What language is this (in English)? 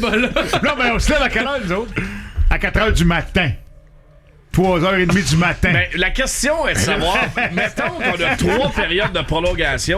French